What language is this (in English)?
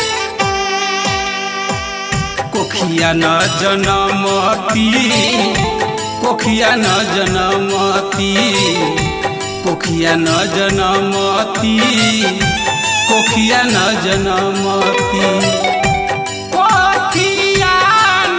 Bhojpuri